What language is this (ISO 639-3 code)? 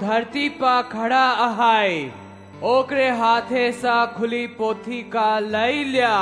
awa